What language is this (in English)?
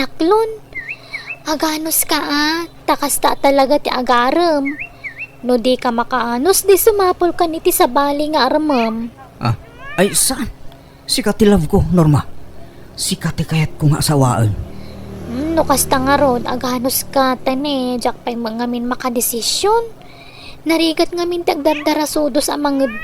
Iloko